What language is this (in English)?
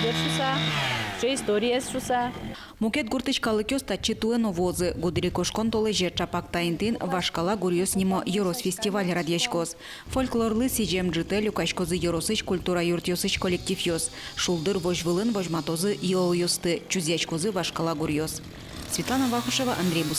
Udmurt